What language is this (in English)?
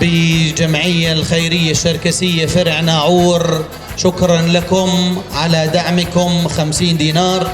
North Levantine Arabic